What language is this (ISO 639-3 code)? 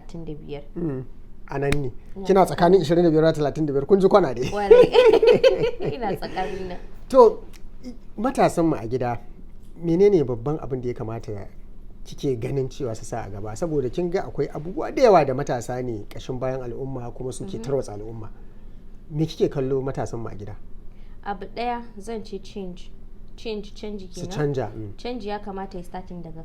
hau